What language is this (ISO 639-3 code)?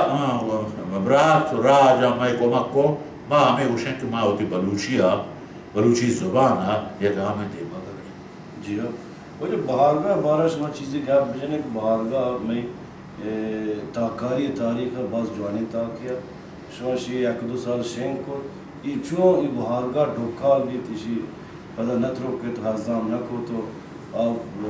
bal